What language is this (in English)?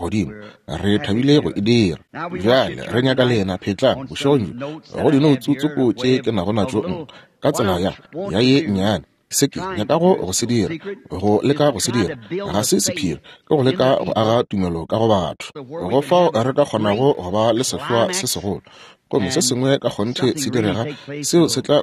Northern Sotho